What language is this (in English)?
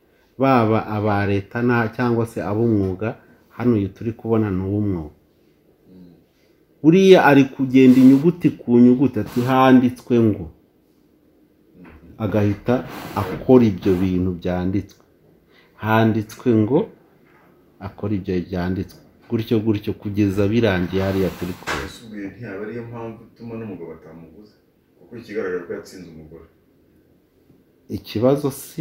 Kinyarwanda